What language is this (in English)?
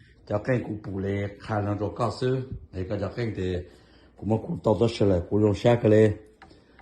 Hmong